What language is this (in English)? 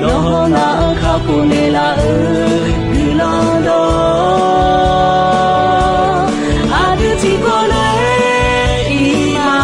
Akha